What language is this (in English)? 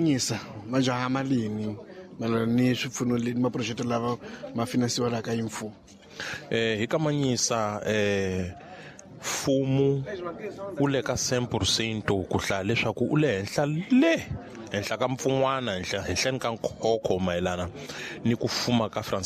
Tsonga